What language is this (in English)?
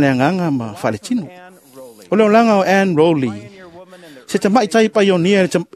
Samoan